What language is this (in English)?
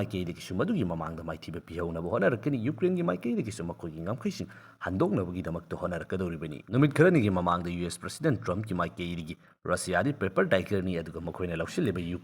Manipuri